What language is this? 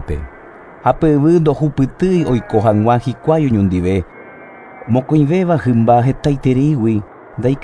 Guarani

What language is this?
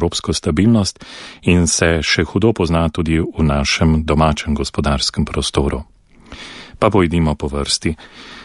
Slovenian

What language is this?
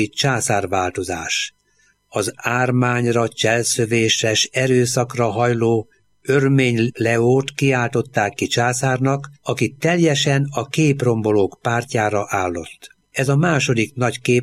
Hungarian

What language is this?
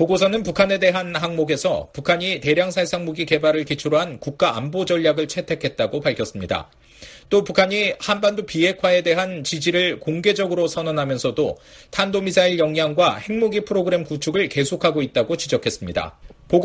Korean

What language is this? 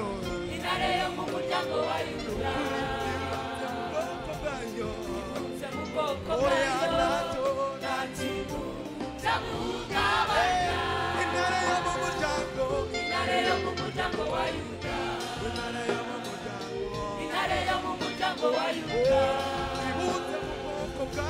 Kinyarwanda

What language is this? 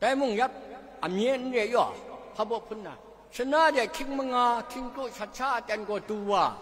Kachin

